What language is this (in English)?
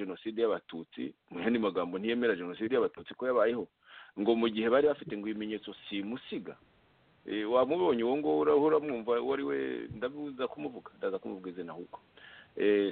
Kinyarwanda